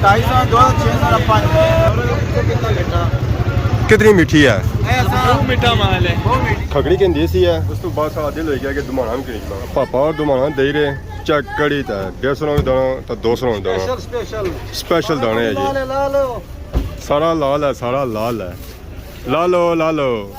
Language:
Pahari-Potwari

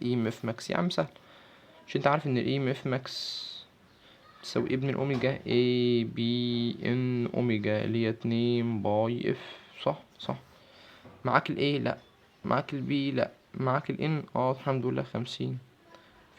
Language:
Egyptian Arabic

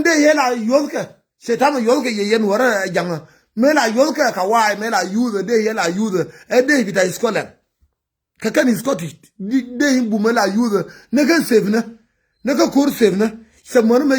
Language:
Nuer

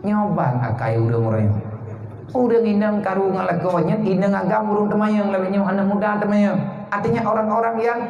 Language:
Achinese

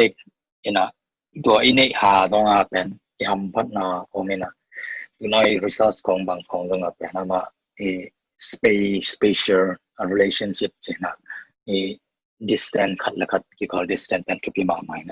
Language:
Tedim Chin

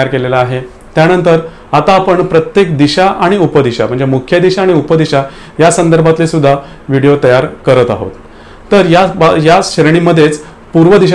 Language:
Marathi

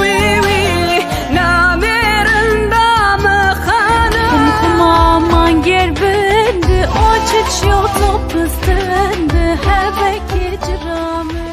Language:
Zaza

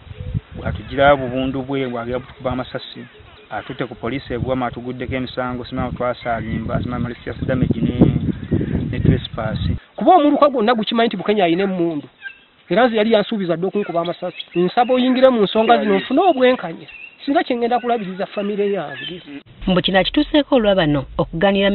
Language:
Ganda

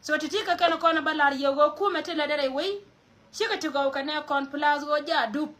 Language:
Nuer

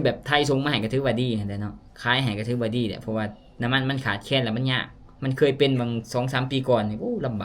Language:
Lao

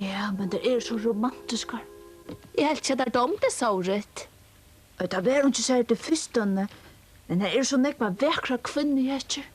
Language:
Faroese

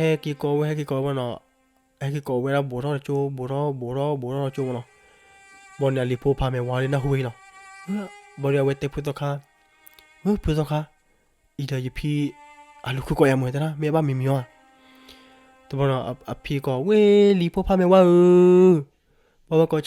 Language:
S'gaw Karen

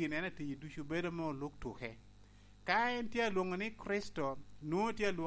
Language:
Lango (Uganda)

